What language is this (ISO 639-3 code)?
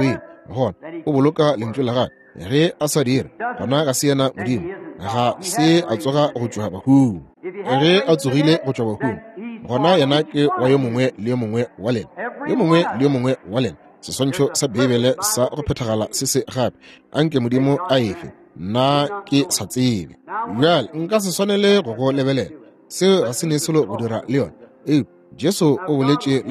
nso